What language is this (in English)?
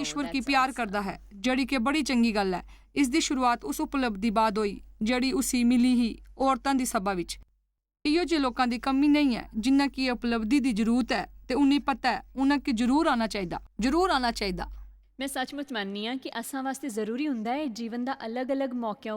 Dogri